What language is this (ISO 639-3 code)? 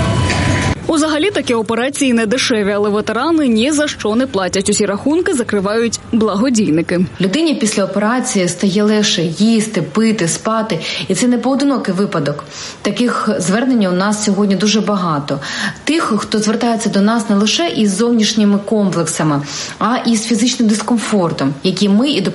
ukr